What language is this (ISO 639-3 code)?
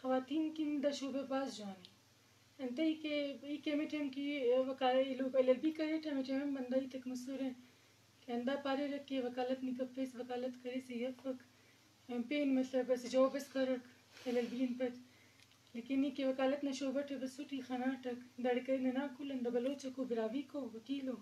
bgp